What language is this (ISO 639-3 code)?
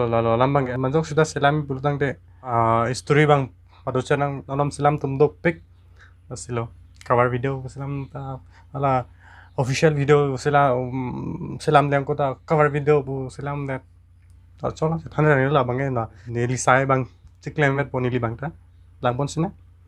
mjw